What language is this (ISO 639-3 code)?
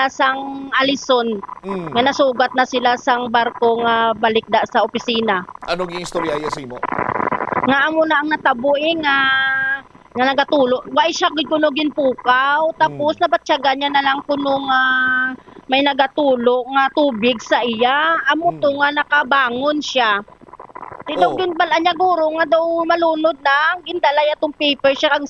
hil